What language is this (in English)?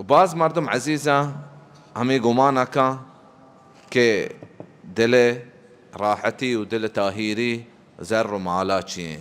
Baluchi